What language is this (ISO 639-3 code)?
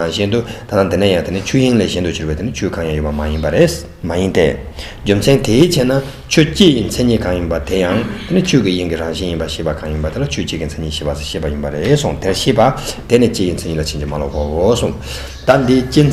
bod